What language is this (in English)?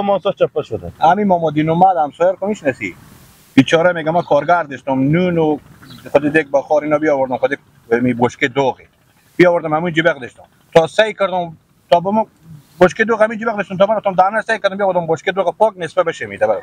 Persian